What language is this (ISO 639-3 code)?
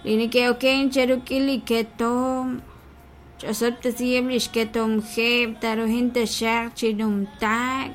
kek